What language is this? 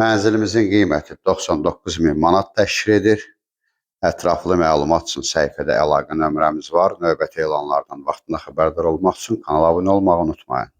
Azerbaijani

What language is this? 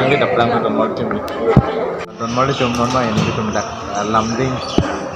Karbi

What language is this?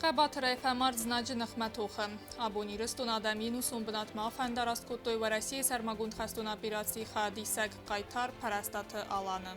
Ossetic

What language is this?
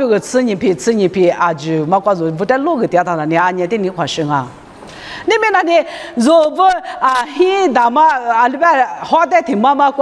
Lisu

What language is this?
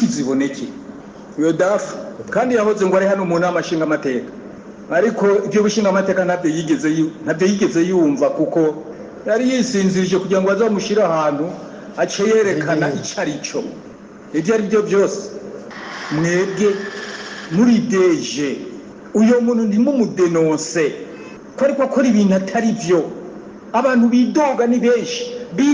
Rundi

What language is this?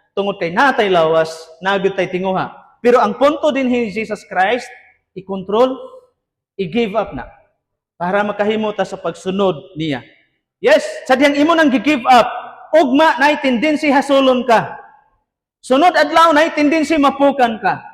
Cebuano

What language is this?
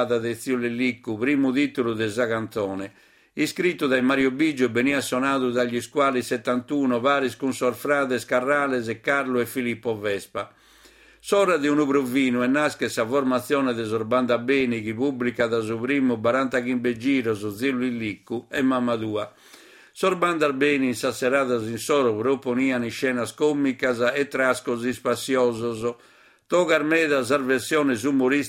Sardinian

